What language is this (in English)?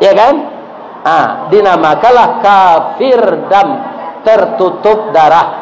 Minangkabau